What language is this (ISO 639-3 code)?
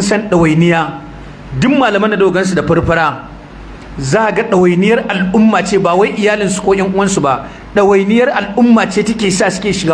hau